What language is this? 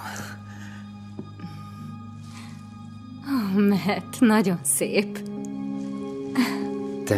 Hungarian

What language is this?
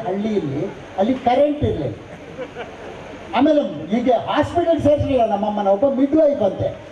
Kannada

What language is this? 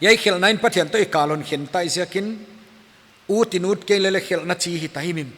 Paite Chin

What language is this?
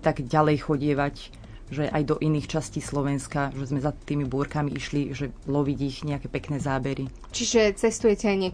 Slovak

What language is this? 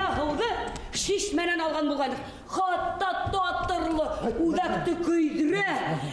Bashkir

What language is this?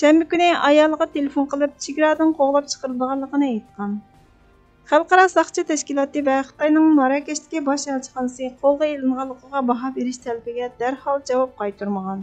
Uyghur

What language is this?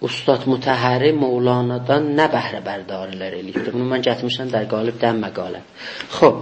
South Azerbaijani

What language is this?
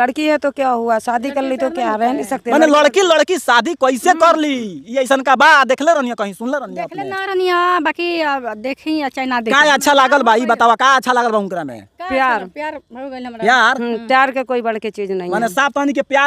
Bhojpuri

